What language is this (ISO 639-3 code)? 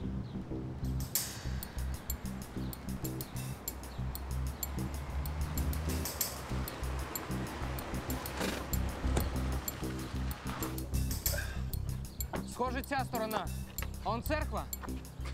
ukr